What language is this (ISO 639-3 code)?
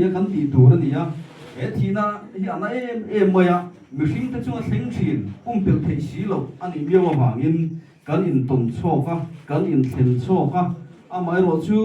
lus